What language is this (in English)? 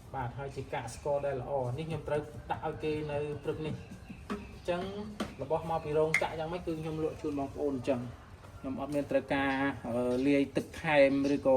Khmer